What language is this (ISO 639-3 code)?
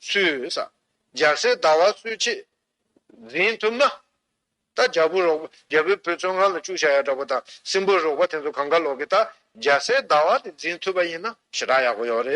bod